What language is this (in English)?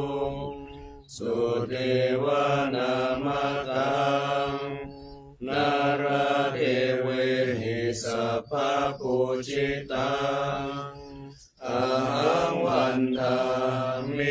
Pali